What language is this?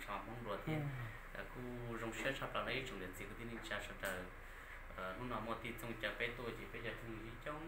Hmong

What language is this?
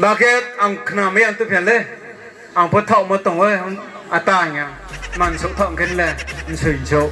Riang (India)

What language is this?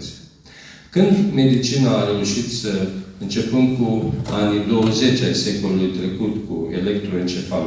Romanian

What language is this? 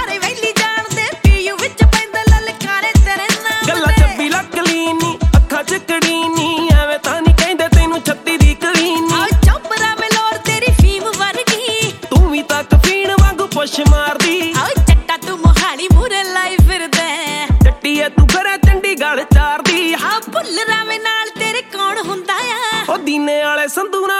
Punjabi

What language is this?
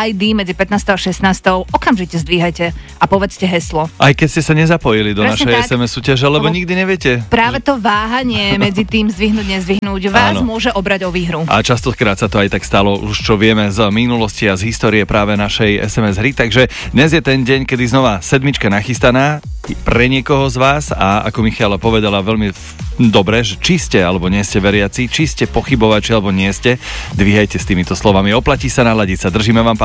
Slovak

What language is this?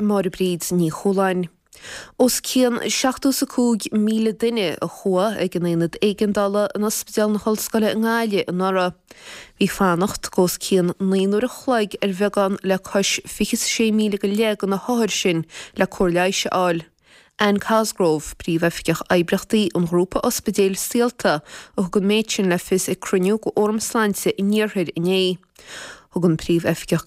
Irish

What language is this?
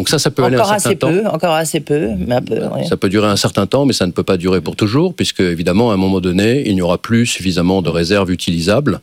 French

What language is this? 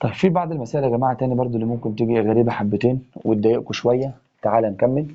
Egyptian Arabic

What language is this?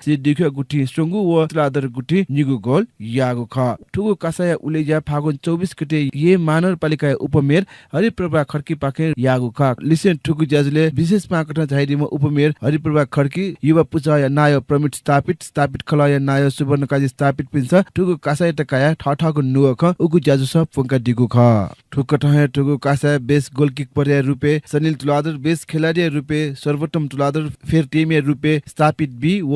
Newari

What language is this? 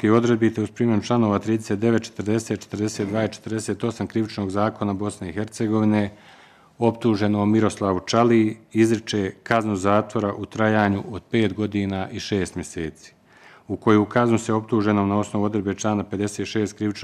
Bosnian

